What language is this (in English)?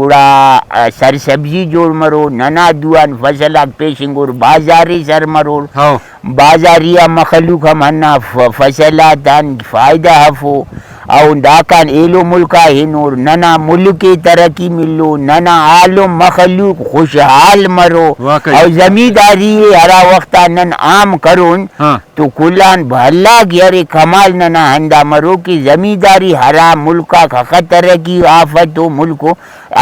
Brahui